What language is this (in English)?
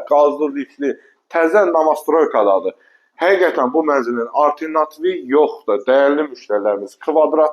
Azerbaijani